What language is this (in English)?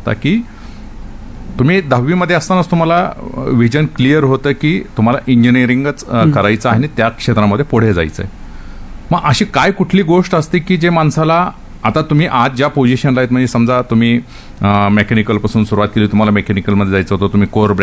Marathi